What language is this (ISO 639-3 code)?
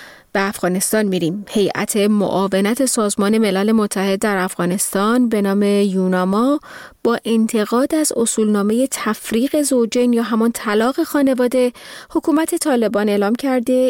fas